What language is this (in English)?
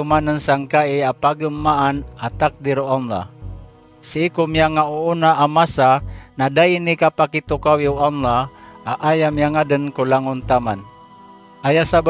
Maranao